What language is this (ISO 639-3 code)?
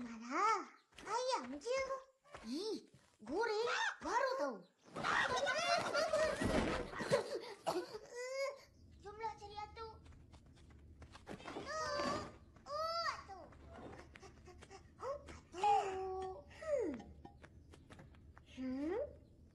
msa